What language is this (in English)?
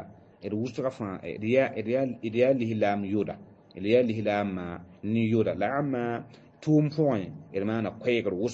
Mossi